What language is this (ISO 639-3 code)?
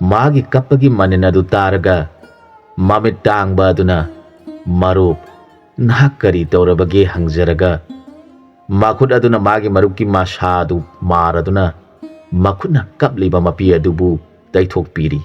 mni